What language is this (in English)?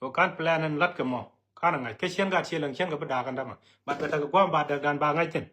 Nuer